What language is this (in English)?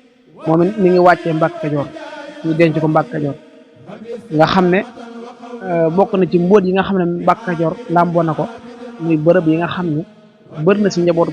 Wolof